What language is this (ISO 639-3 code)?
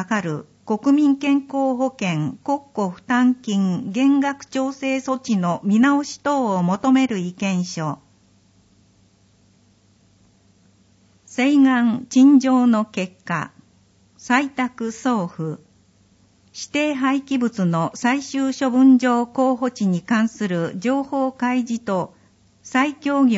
jpn